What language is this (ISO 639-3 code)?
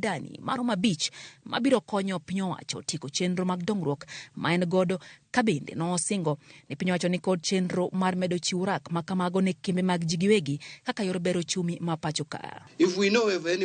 luo